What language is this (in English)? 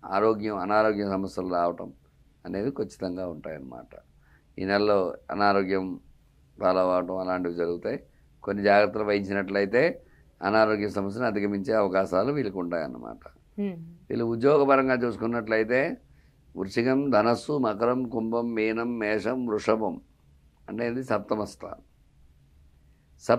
Telugu